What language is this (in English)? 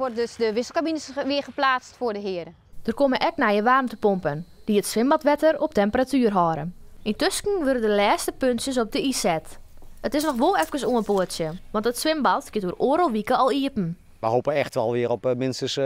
Western Frisian